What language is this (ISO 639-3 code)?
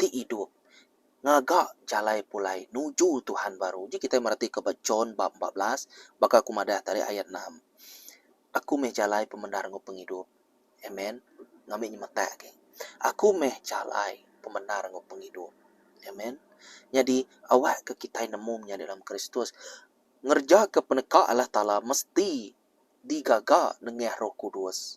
iba